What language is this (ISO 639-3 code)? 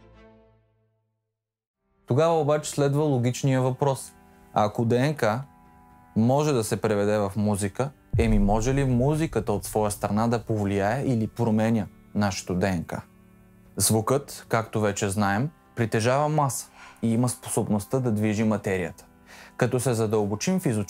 bul